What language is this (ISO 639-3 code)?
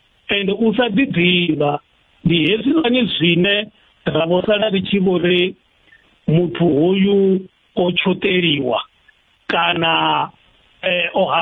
ven